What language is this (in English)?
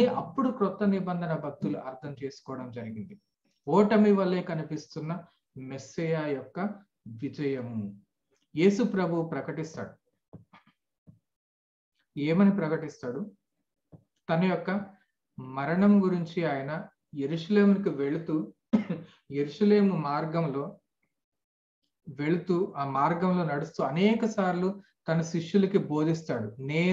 Telugu